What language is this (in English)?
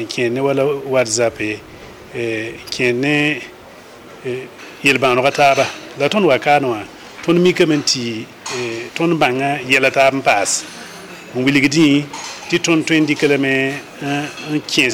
Mossi